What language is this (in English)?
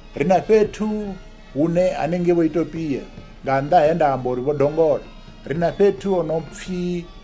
Venda